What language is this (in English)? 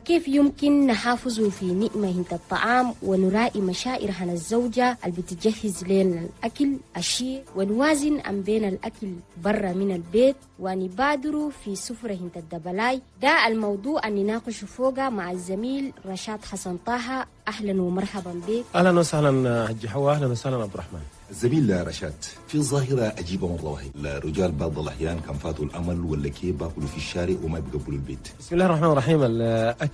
Chadian Arabic